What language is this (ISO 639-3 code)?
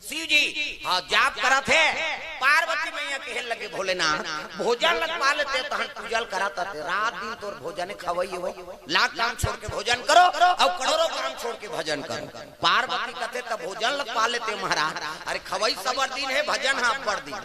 hne